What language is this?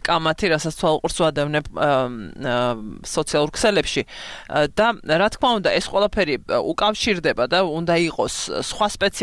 Georgian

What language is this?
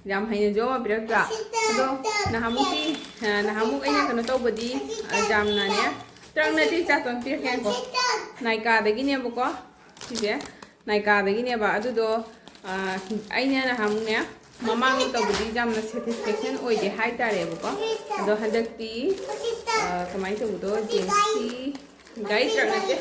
Manipuri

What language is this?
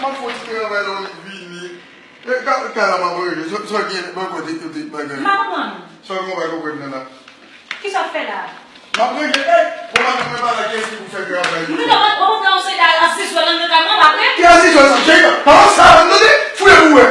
Haitian Creole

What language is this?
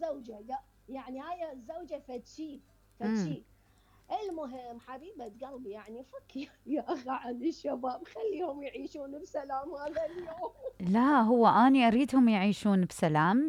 Mesopotamian Arabic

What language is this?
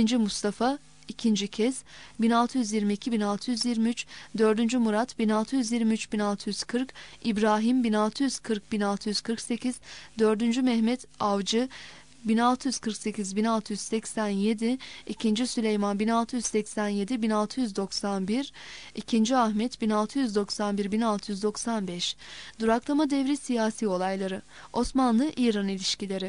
Turkish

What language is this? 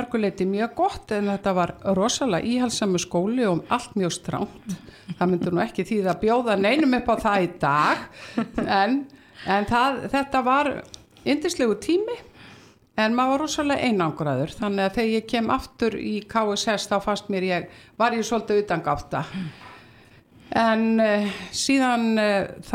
Icelandic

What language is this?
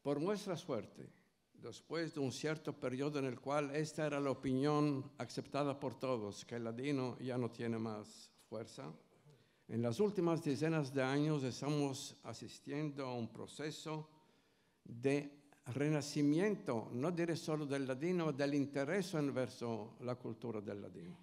Ladino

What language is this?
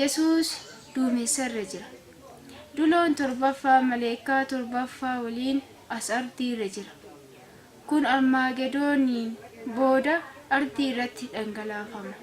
Oromo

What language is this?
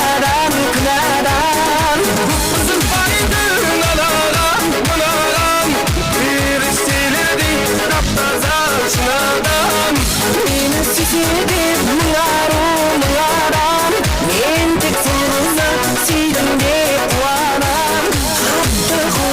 Kara-Kalpak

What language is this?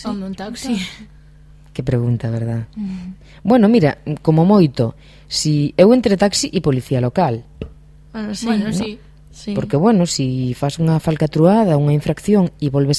Galician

